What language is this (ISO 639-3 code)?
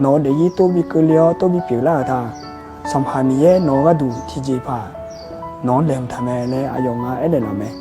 ahk